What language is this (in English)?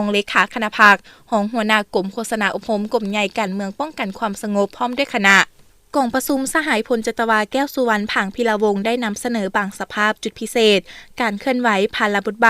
Lao